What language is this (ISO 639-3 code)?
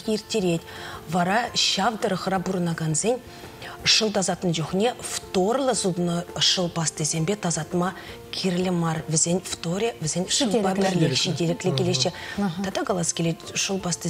chv